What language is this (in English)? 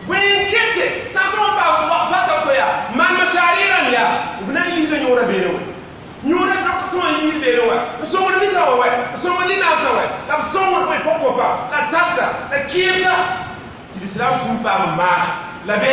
Mossi